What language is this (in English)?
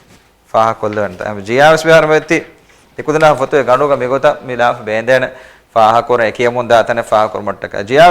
Divehi